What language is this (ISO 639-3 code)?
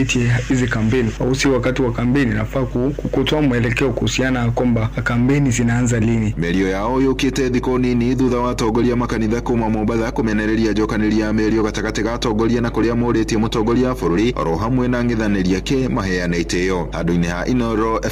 kik